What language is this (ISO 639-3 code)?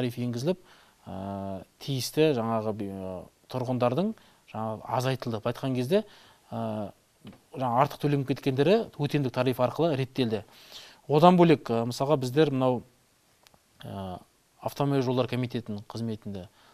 kaz